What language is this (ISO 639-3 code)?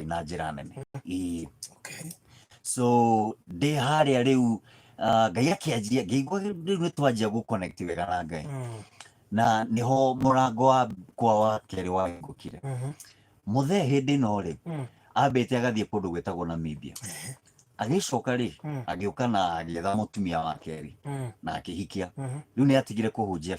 kik